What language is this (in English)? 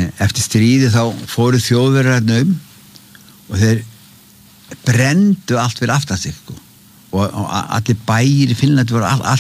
Icelandic